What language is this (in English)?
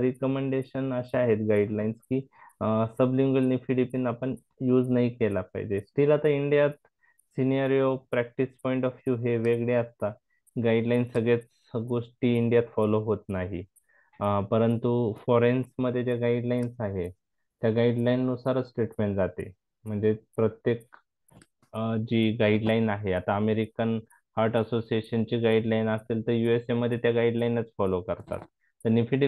Marathi